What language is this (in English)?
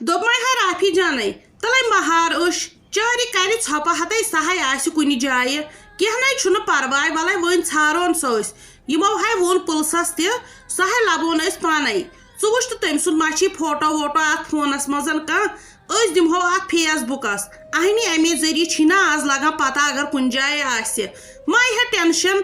Kashmiri